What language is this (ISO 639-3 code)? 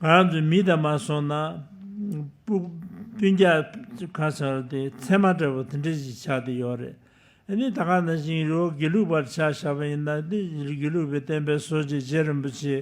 bod